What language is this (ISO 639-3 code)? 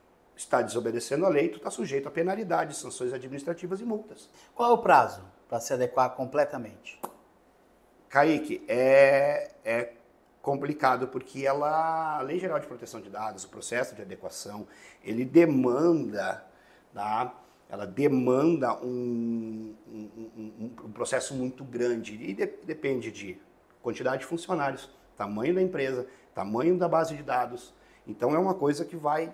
por